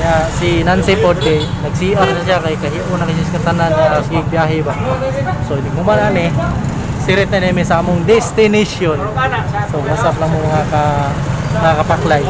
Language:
Cebuano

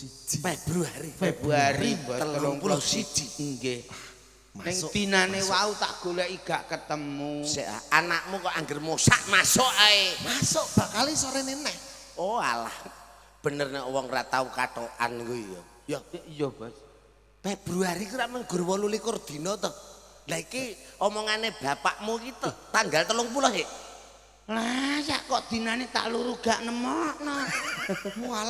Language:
Javanese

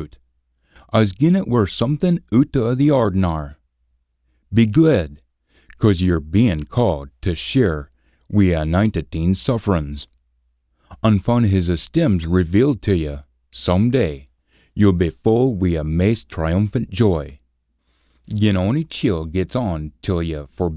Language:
Scots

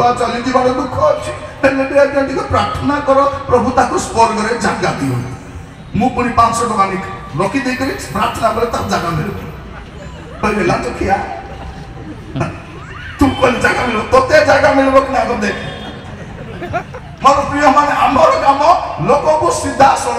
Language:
Odia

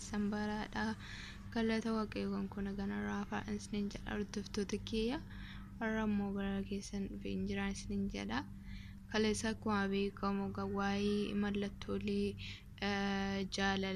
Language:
Oromo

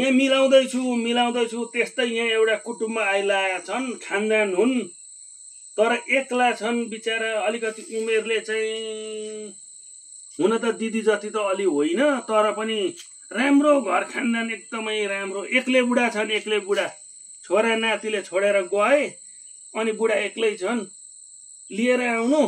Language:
Nepali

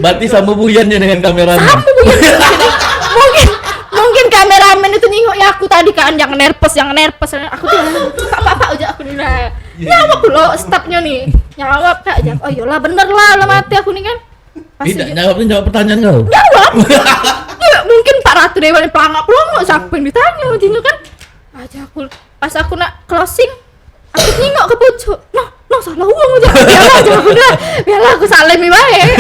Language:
Musi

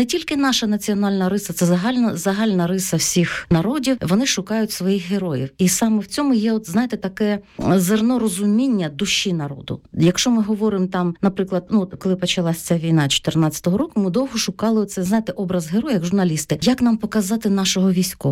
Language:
Ukrainian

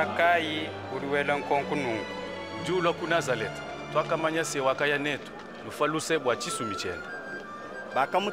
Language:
Luba-Lulua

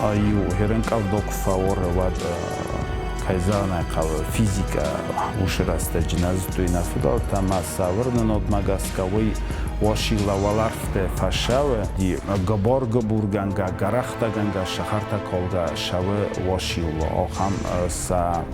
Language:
Ossetic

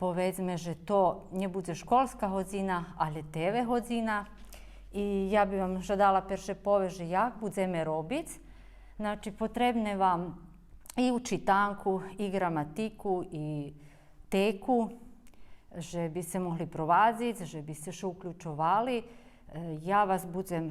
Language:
Rusyn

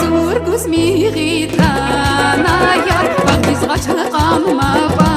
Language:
Tabassaran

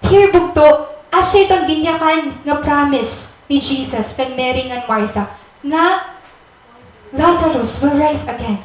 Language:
Waray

